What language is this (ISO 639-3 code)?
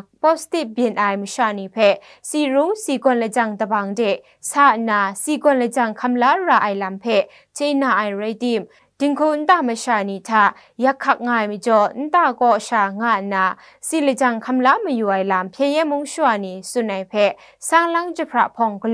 kac